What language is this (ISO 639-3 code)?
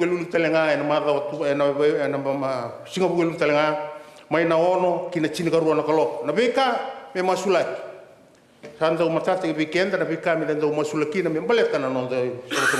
fij